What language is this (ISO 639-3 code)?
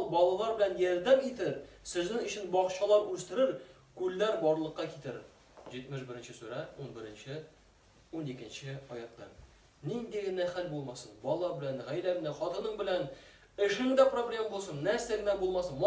tat